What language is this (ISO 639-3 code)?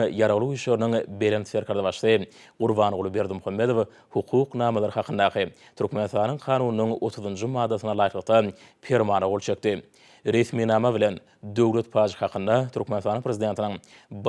tuk